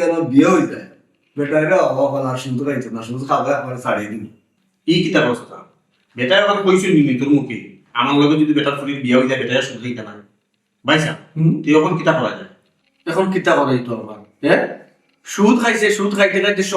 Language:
Sylheti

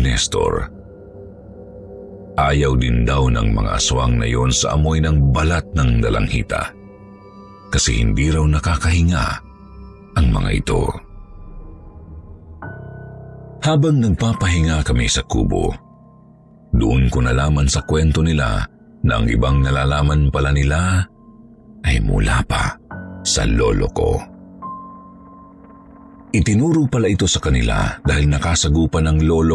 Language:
Filipino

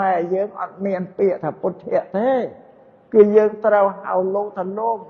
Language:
Khmer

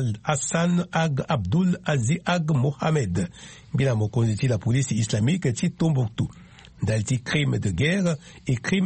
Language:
Sango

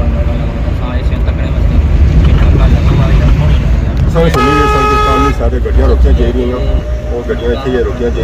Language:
Pahari-Potwari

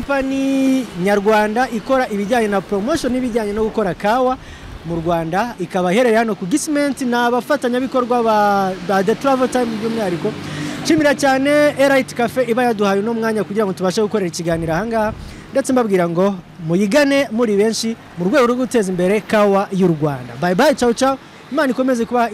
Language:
Kinyarwanda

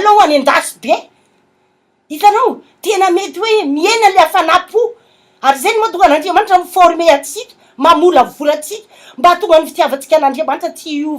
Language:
Malagasy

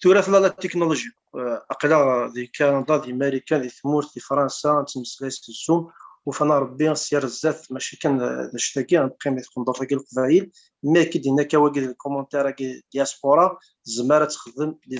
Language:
Kabyle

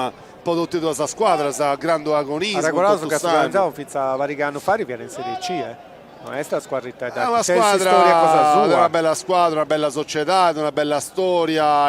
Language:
Sardinian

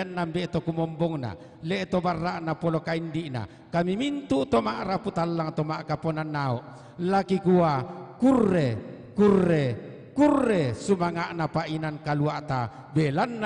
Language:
Toraja-Sa'dan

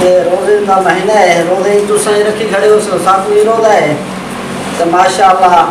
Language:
Saraiki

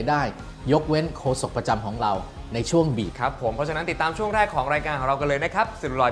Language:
Thai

